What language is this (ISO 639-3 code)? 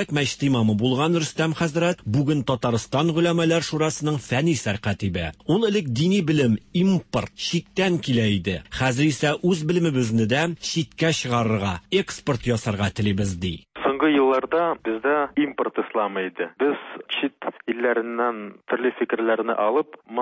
tat